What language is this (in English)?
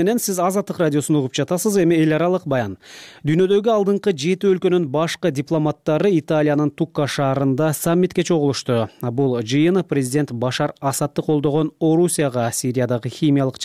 Kyrgyz